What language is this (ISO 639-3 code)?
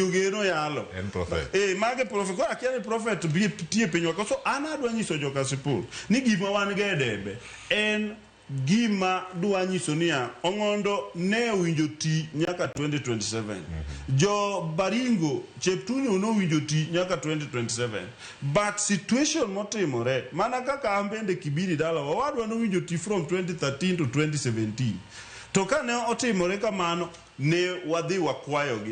luo